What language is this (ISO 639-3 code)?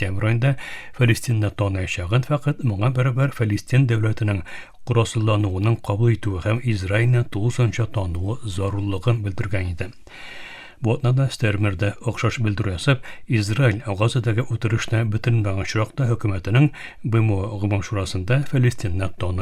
tat